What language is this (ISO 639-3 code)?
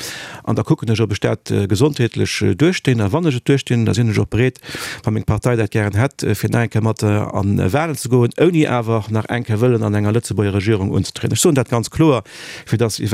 ltz